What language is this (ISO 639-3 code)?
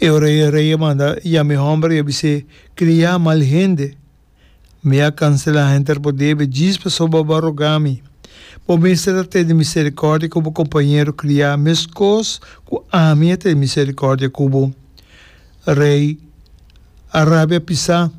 pap